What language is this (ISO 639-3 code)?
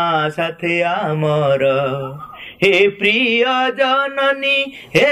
ori